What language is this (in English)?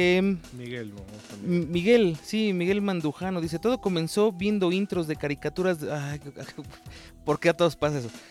Spanish